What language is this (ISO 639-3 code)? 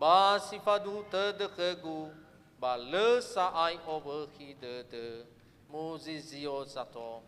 nia